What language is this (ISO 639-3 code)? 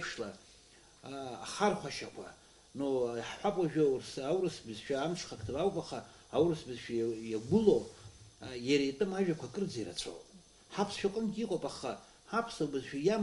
abk